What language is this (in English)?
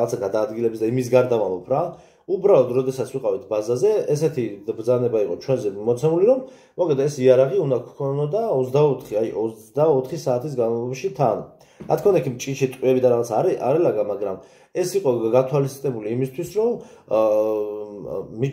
Georgian